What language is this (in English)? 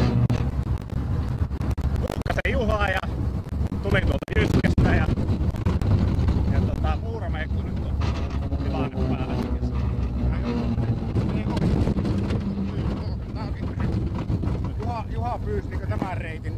Finnish